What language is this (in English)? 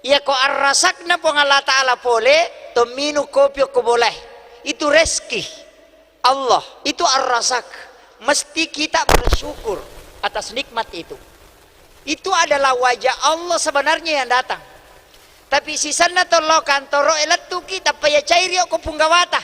Buginese